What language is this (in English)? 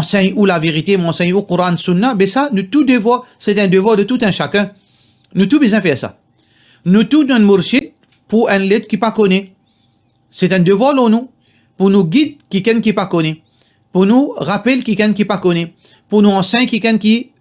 Morisyen